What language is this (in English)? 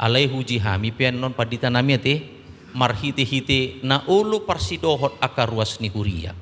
Batak Toba